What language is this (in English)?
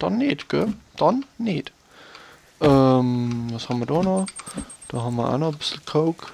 Bavarian